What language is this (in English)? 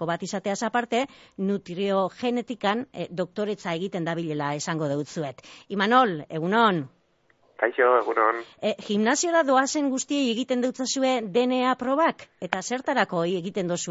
Basque